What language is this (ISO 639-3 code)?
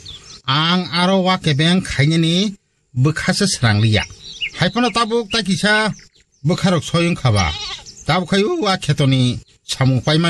trp